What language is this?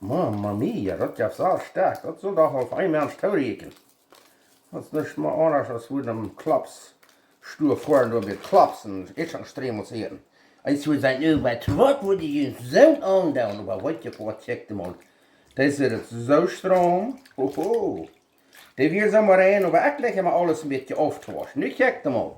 Plautdietsch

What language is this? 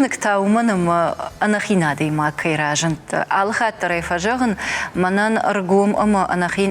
Ossetic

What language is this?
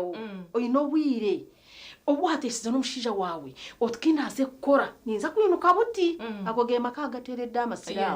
Nyankole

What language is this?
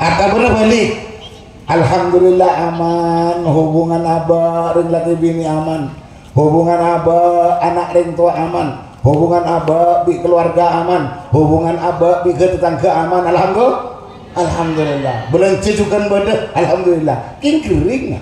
Madurese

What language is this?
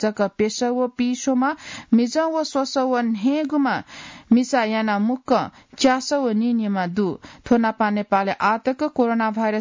Newari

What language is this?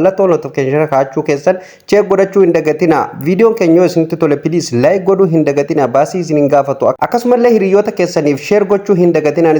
Oromo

